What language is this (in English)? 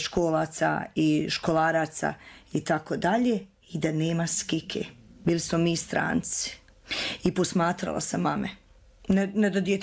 Croatian